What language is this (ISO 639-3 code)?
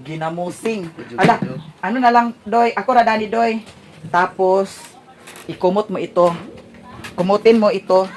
ceb